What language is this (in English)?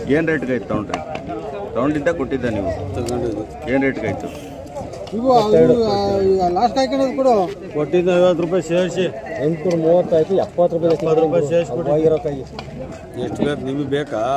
Kannada